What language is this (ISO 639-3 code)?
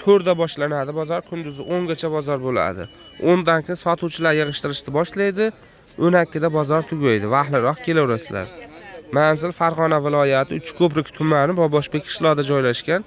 uzb